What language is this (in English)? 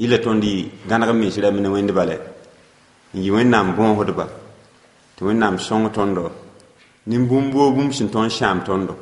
Mossi